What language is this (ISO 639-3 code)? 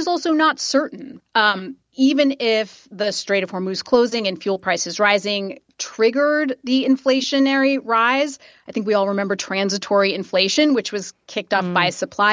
eng